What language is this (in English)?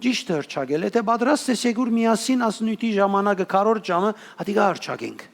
Western Armenian